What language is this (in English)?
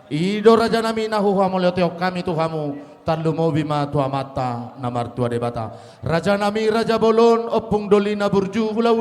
Batak Toba